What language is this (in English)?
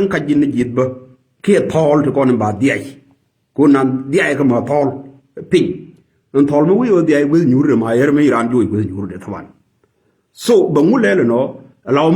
Nuer